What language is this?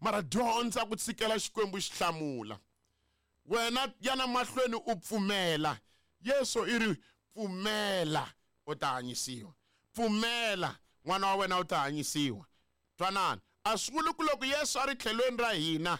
Tsonga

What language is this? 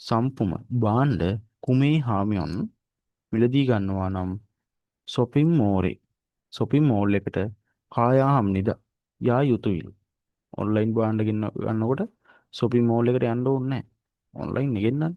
Sinhala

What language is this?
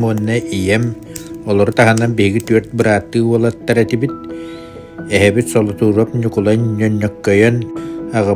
Yakut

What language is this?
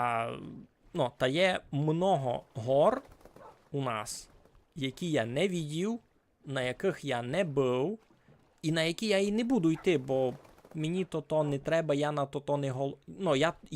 Rusyn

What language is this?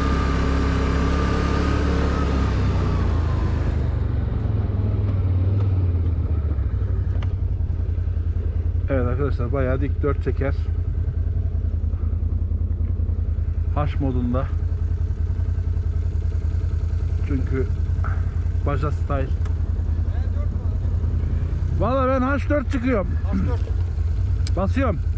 Turkish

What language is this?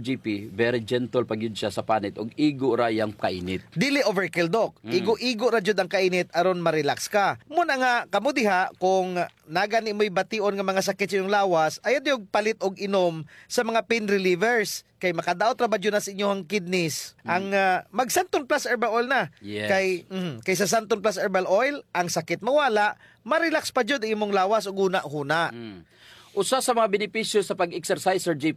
Cebuano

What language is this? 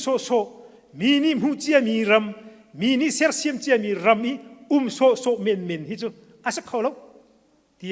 Hakha Chin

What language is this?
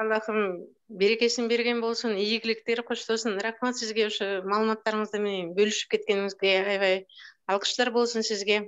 Kyrgyz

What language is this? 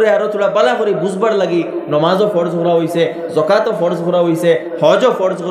Sylheti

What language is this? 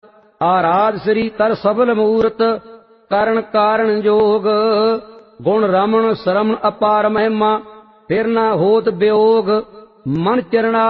Punjabi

